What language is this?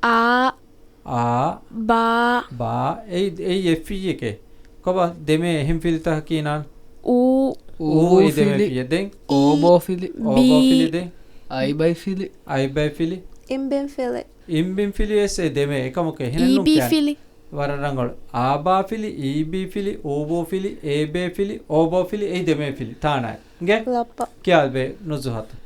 Divehi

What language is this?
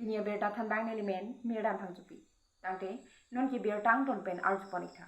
Karbi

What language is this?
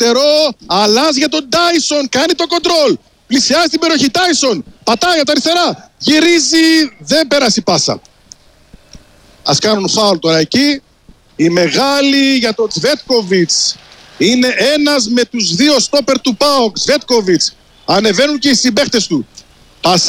Greek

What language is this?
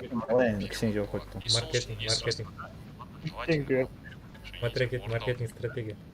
Kara-Kalpak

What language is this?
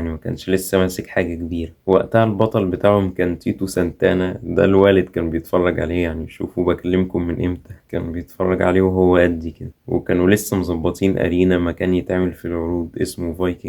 Egyptian Arabic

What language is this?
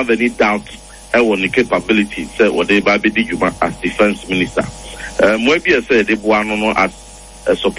Akan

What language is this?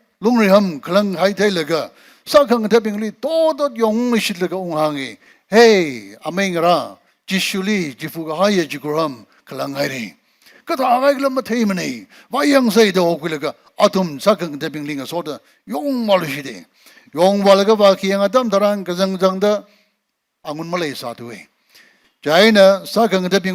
Tangkhul Naga (India)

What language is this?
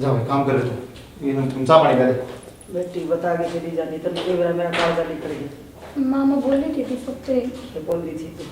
Haryanvi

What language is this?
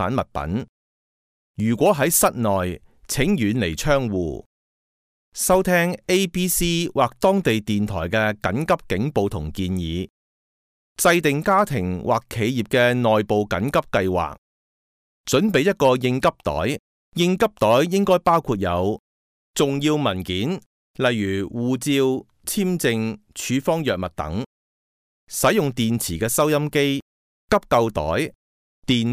Cantonese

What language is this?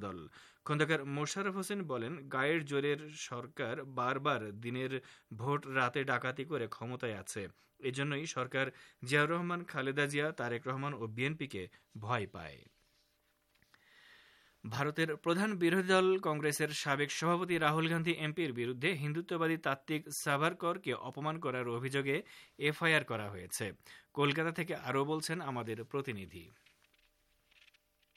Bangla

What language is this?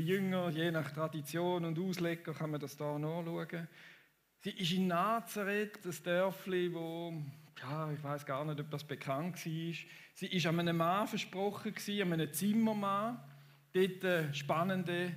Swiss German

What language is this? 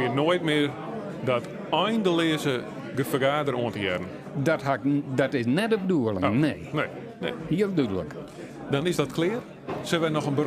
Western Frisian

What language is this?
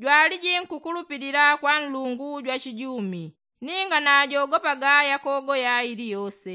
Yao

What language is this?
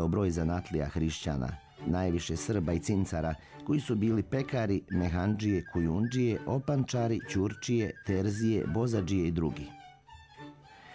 Serbian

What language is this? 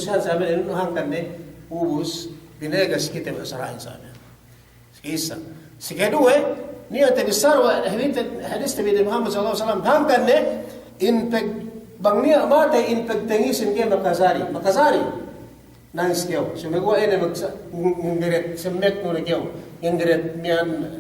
Yakan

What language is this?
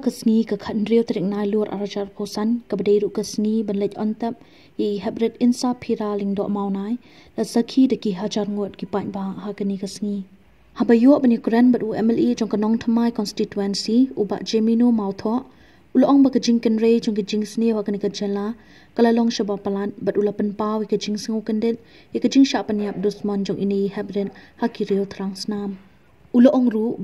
Khasi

